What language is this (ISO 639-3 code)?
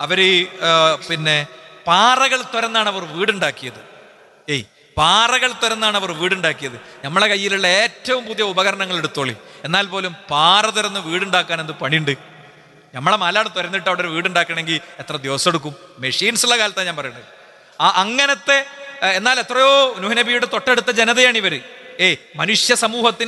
mal